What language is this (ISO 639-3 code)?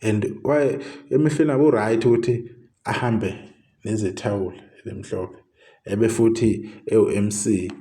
zul